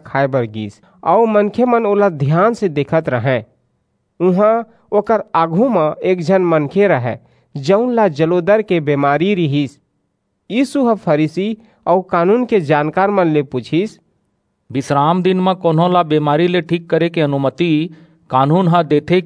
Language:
Chhattisgarhi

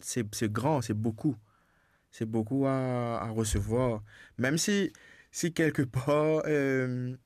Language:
Morisyen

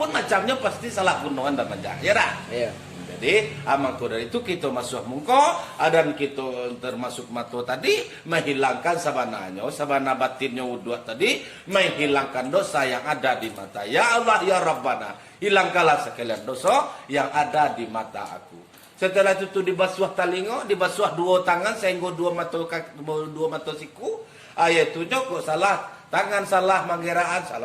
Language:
Minangkabau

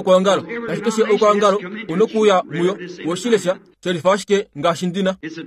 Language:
Kuanyama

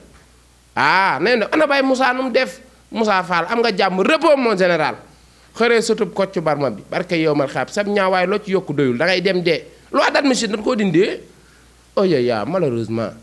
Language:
Wolof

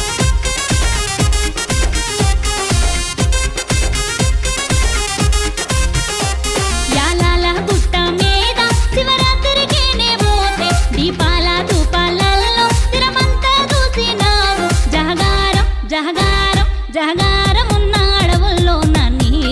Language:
Telugu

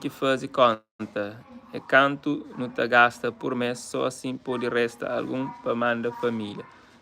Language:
Kabuverdianu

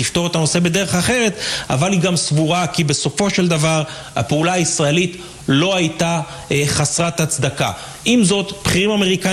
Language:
Hebrew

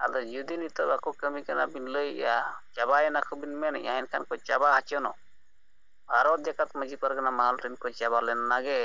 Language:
Santali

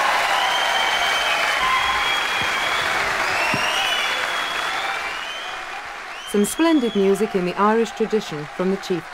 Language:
English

